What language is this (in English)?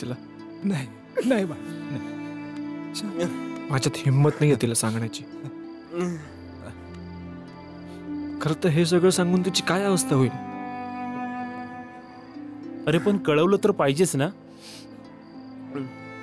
Marathi